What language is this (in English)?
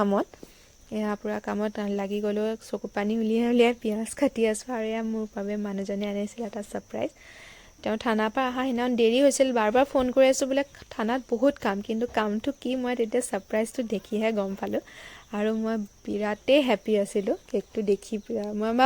Assamese